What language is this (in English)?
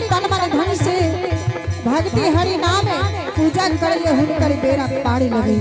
Angika